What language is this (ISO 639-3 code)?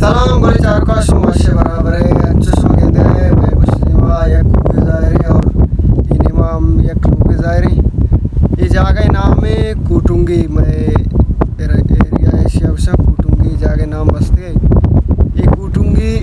bal